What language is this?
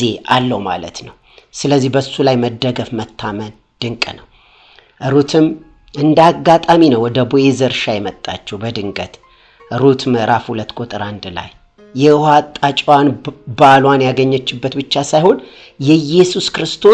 Amharic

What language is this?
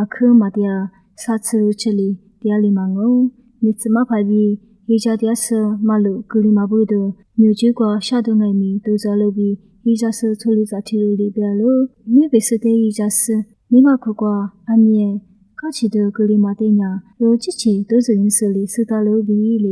Lisu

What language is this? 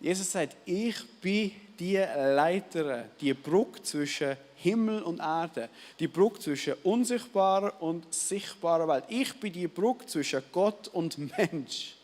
Swiss German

